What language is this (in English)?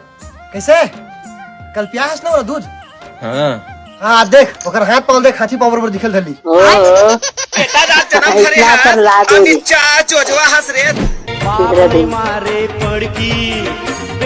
Chhattisgarhi